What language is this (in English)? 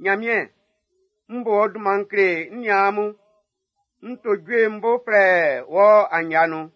Baoulé